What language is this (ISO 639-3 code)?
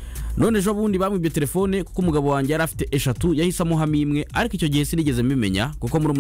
kin